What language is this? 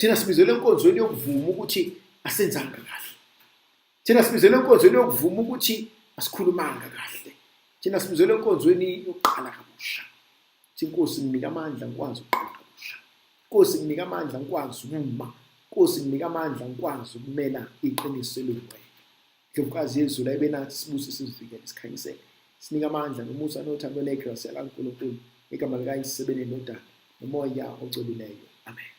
Zulu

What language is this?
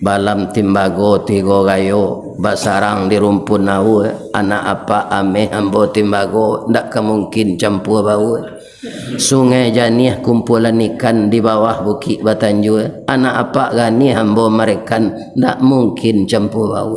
Minangkabau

